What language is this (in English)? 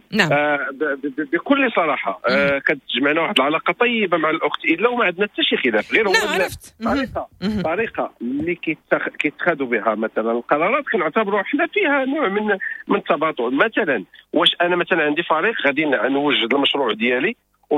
Moroccan Arabic